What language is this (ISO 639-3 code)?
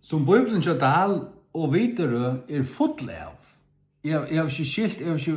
fao